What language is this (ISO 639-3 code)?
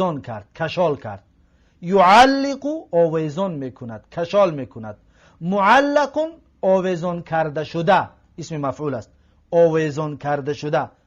tgk